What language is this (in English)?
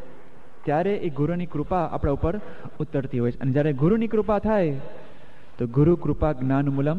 Gujarati